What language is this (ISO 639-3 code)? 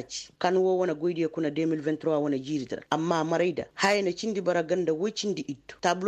ses